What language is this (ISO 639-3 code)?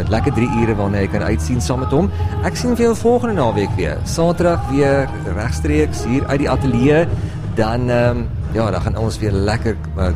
afr